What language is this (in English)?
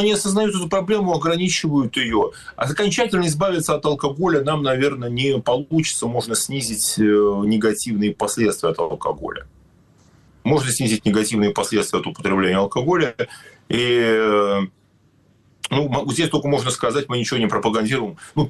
Russian